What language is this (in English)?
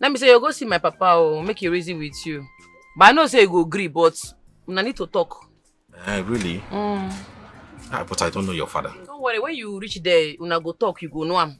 Nigerian Pidgin